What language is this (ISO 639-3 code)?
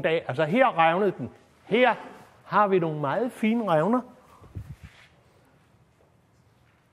dan